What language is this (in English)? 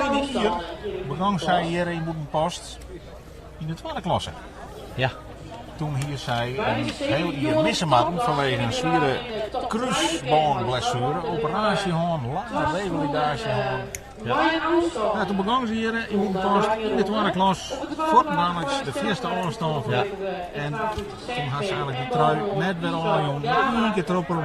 Western Frisian